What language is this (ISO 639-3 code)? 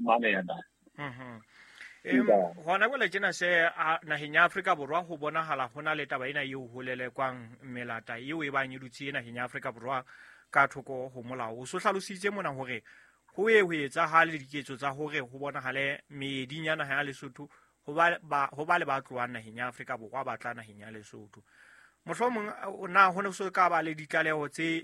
sot